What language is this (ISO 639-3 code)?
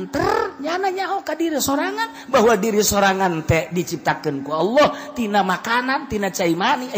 sun